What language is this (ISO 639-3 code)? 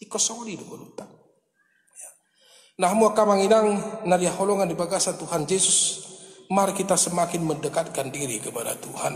bbc